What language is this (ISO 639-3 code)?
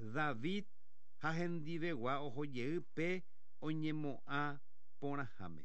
grn